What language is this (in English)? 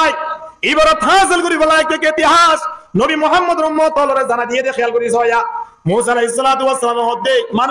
Rohingya